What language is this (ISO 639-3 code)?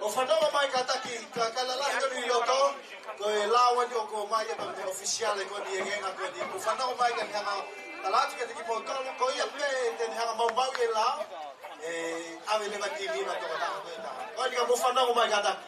ton